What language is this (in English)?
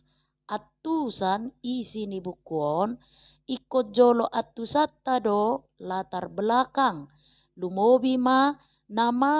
Batak Toba